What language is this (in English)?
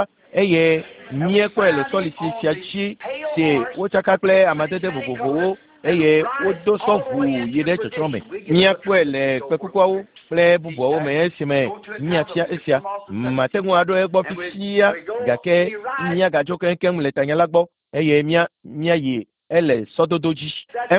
Ewe